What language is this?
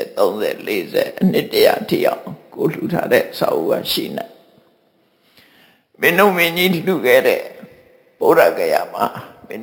Burmese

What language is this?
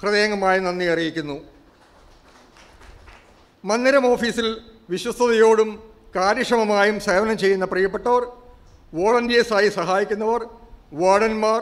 Malayalam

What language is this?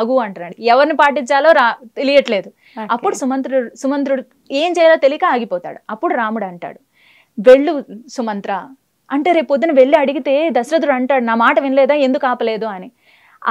Telugu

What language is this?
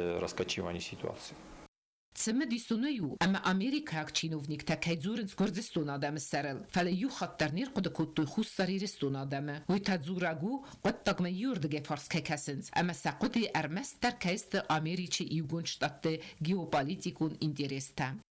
Ossetic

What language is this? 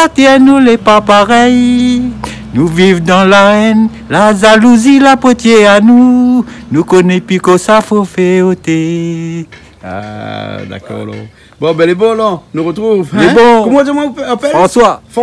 Réunion Creole French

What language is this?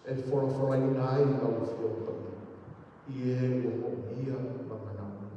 Samoan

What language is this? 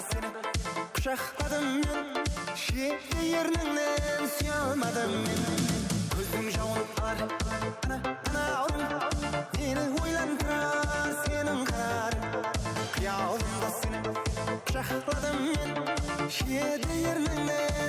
Kara-Kalpak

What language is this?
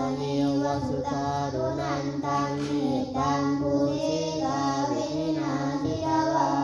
Pali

